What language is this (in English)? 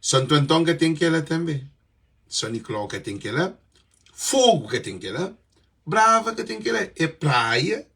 Kabuverdianu